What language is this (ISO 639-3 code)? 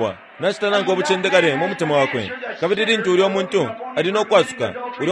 bem